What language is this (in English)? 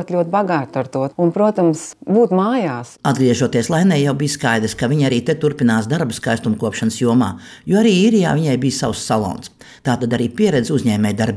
Latvian